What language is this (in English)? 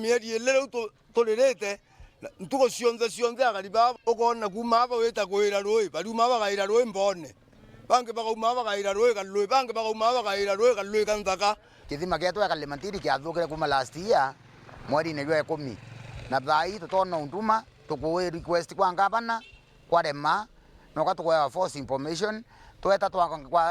Meru